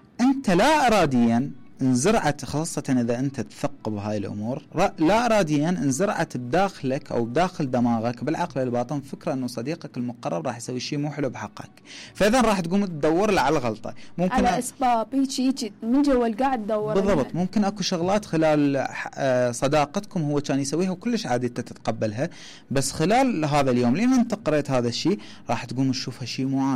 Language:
Mesopotamian Arabic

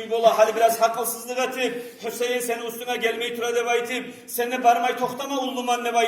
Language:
Kumyk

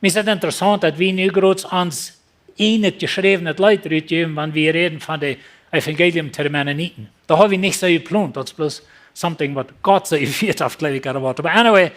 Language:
Plautdietsch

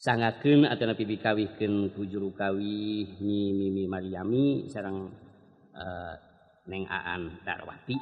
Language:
Sundanese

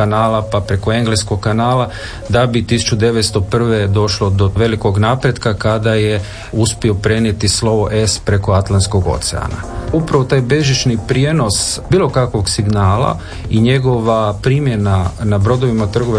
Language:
Croatian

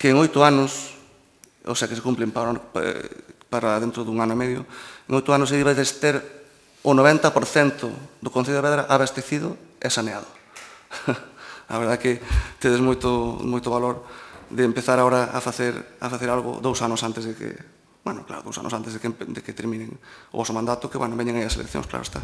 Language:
Galician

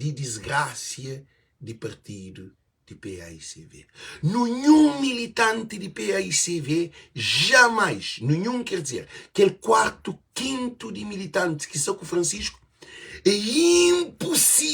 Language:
Kabuverdianu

